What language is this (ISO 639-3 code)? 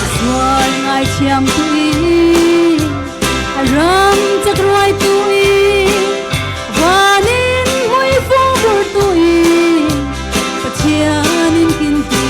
cfm